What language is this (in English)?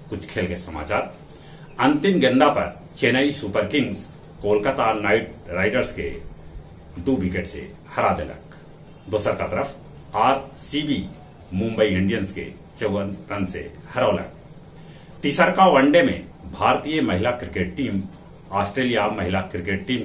Magahi